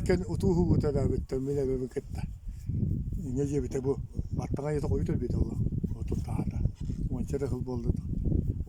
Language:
Yakut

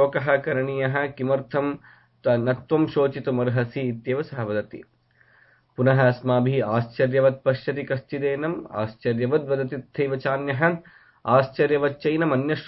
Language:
Sanskrit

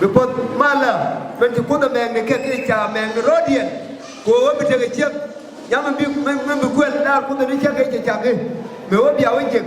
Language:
Nuer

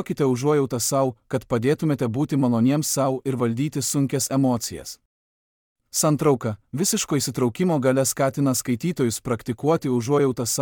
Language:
Lithuanian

